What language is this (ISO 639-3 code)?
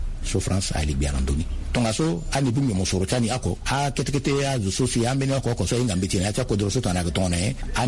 sag